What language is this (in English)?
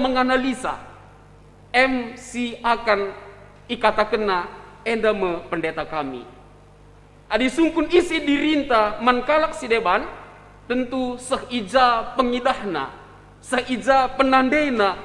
Batak Karo